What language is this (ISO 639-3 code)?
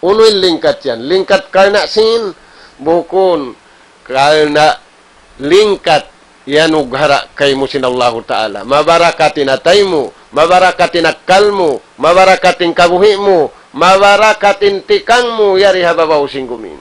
tsg